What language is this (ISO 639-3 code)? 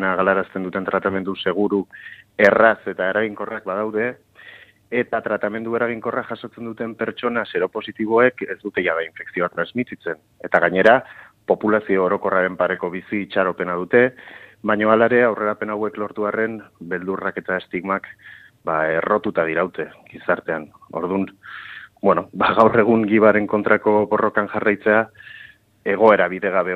eus